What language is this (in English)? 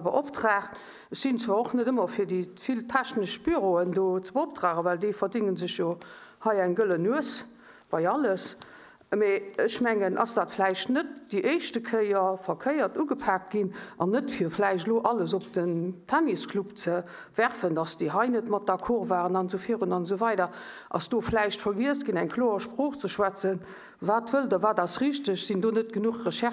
Luxembourgish